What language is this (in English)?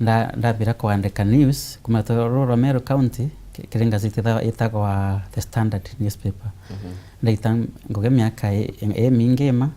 Meru